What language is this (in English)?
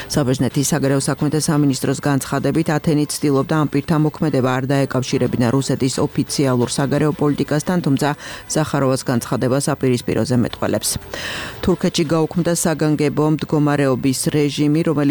Georgian